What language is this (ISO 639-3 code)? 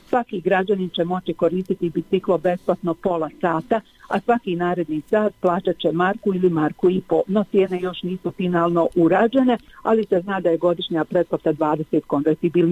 bos